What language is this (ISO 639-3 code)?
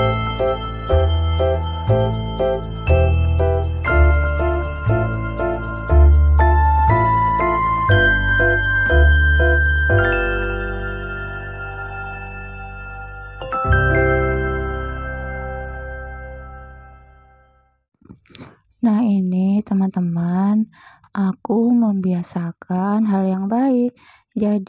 ind